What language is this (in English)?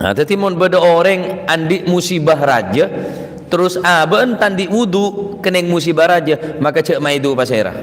Madurese